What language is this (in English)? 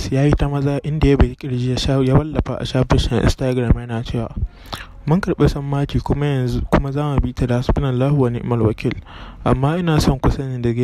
Hausa